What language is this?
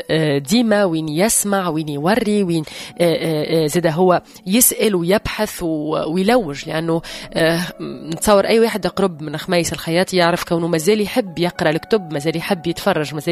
Tunisian Arabic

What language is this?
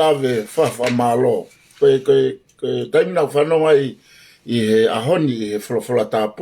Tongan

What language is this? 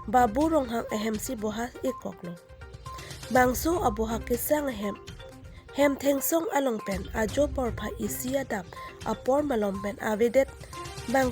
Karbi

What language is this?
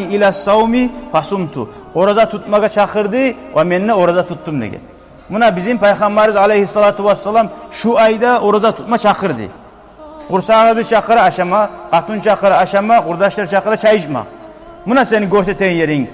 Kumyk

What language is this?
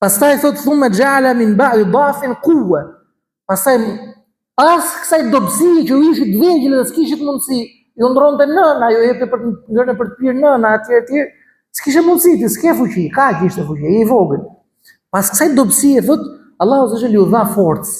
Albanian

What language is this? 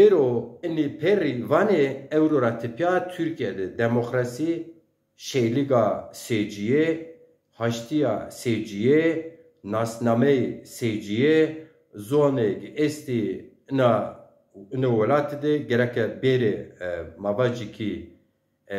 Zaza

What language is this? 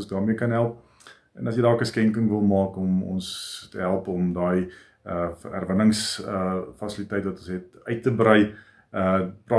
Afrikaans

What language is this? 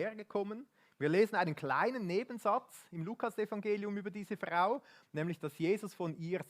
Swiss German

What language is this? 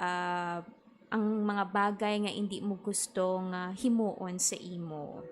Hiligaynon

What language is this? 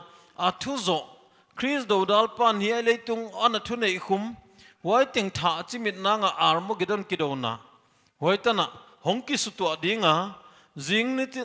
Paite Chin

